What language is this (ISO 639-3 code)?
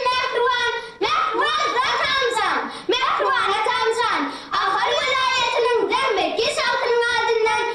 tuk